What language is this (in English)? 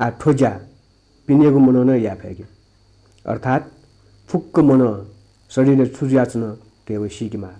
Newari